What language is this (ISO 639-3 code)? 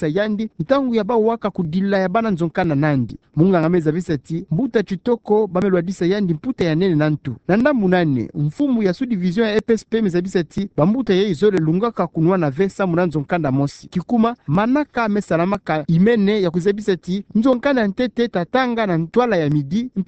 ktu